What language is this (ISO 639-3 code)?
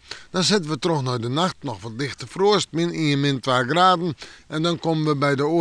fry